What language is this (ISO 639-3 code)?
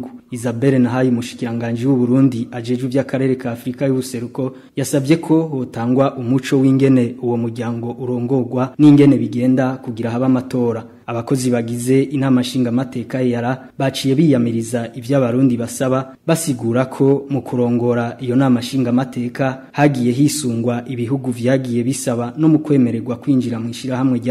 run